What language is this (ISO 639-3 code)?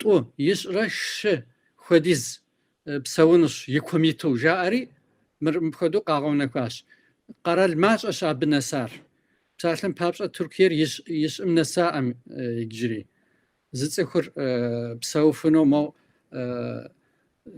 kbd